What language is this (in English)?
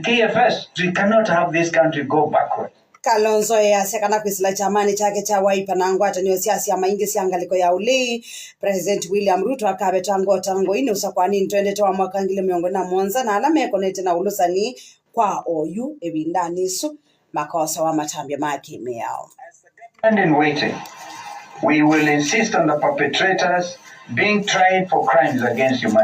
Kamba